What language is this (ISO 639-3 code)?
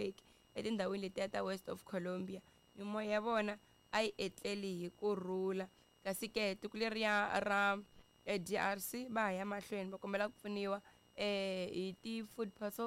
tso